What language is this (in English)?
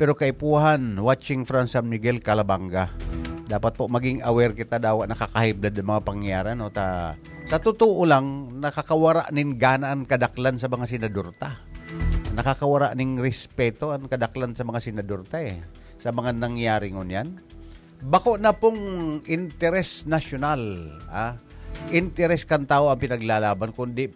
Bikol